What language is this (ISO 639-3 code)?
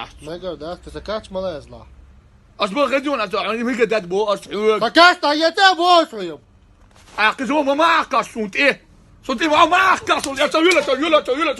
che